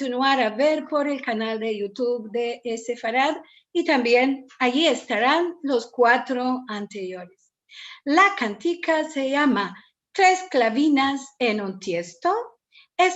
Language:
Ladino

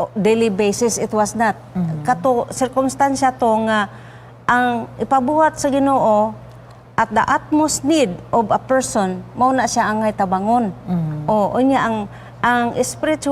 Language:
Cebuano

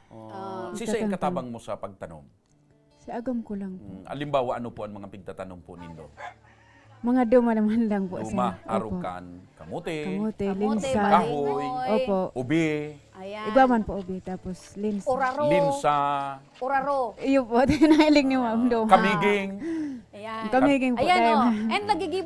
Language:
Bikol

